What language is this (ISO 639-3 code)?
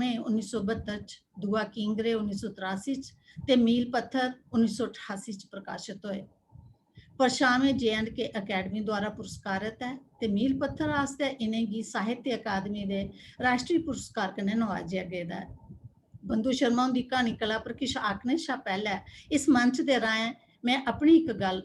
doi